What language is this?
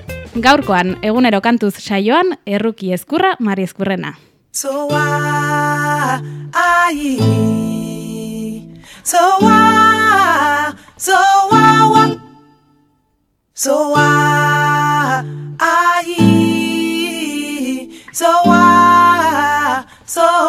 Basque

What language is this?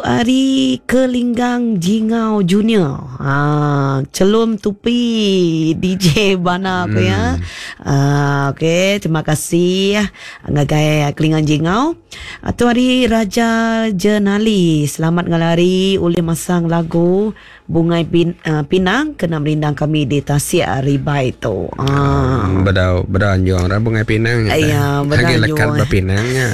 Iban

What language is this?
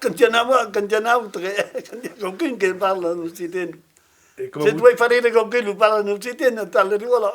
Occitan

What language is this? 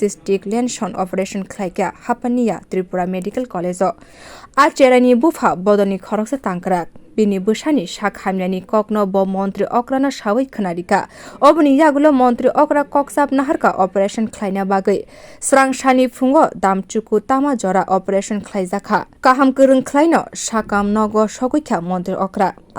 Kok Borok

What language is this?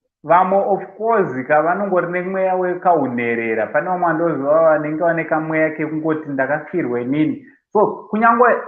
Shona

